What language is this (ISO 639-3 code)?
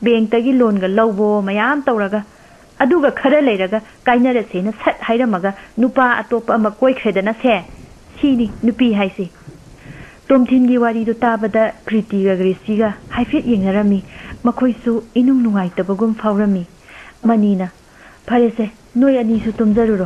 mni